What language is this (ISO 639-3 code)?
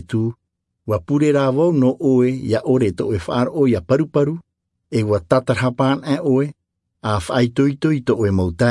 tah